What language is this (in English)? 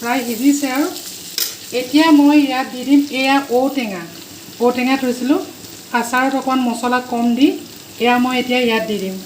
Assamese